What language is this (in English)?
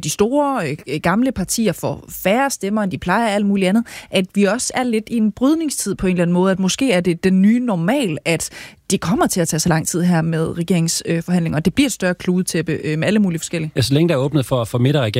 Danish